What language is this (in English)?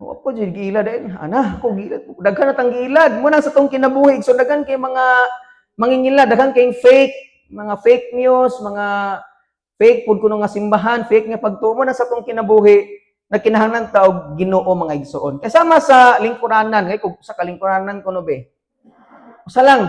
Cebuano